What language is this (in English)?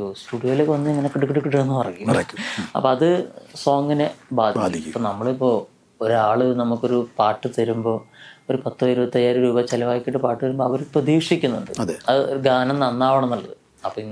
Malayalam